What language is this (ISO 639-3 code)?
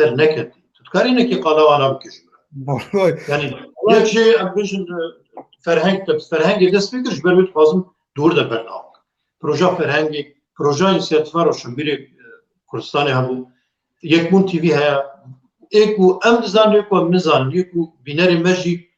kur